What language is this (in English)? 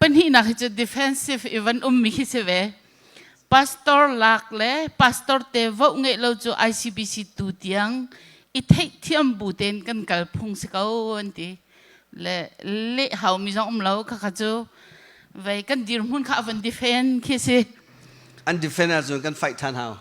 Hakha Chin